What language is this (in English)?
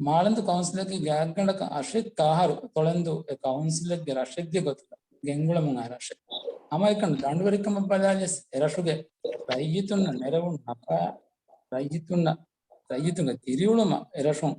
Divehi